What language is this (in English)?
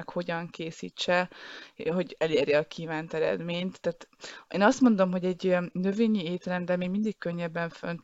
Hungarian